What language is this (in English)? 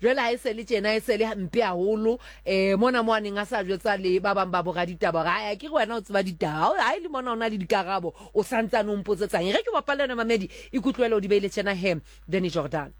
Southern Sotho